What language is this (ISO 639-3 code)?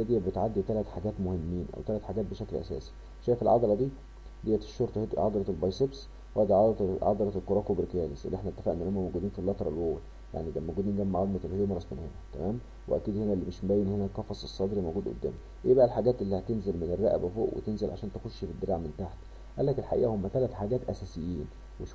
arz